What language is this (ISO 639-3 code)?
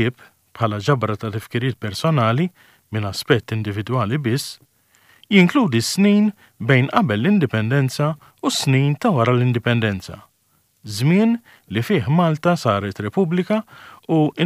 mlt